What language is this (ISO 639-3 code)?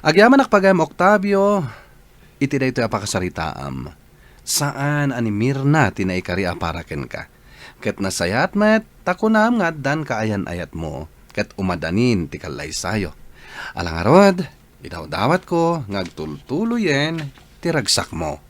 ilo